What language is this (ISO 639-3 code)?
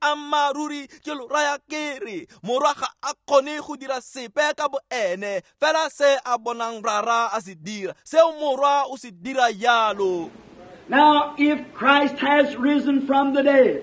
tsn